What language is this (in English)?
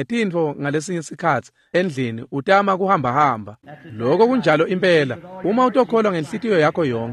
Swati